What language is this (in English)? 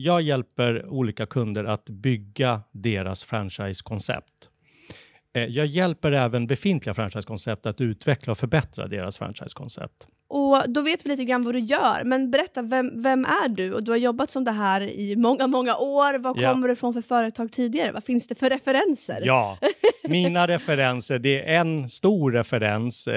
Swedish